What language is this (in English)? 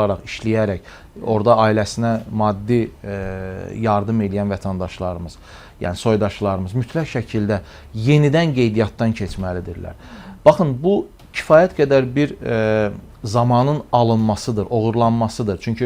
Azerbaijani